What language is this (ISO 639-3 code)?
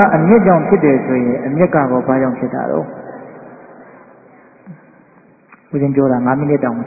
mya